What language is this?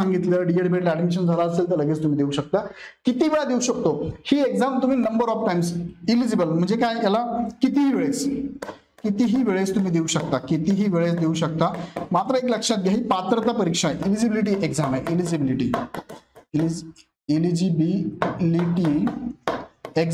Marathi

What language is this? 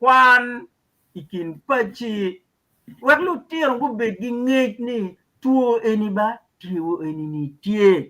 Acoli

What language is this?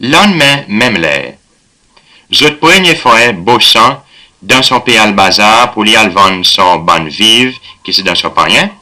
Seselwa Creole French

